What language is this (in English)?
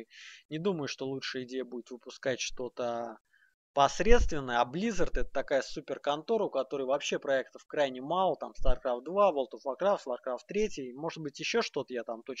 Russian